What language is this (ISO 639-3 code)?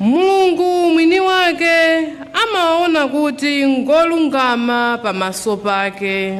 nya